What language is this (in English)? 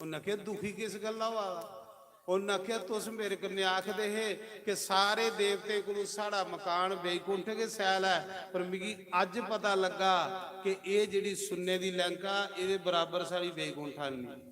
Dogri